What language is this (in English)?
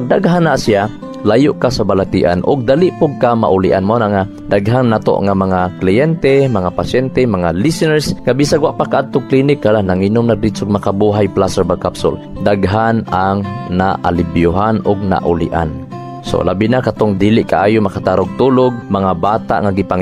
Cebuano